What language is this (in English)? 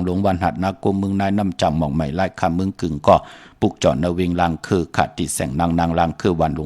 Shan